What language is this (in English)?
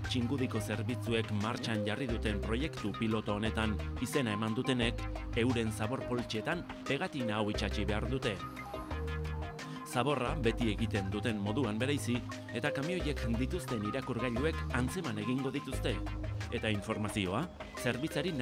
Basque